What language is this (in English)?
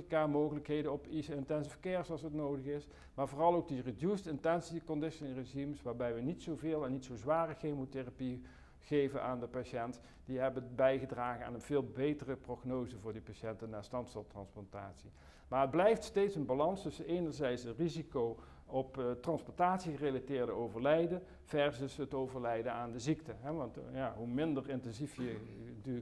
Dutch